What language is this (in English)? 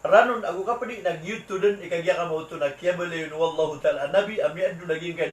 Maranao